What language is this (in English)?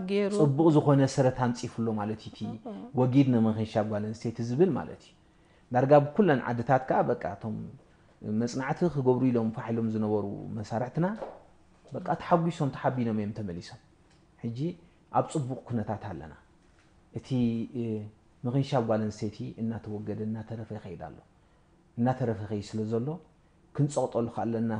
Tigrinya